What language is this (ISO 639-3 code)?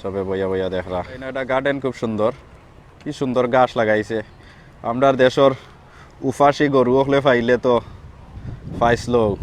syl